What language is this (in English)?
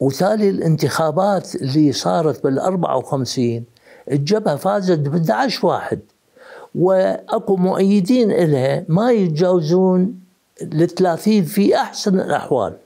Mesopotamian Arabic